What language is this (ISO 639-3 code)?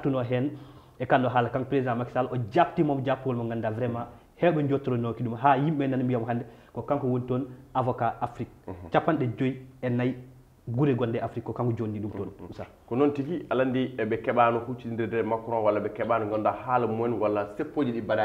ful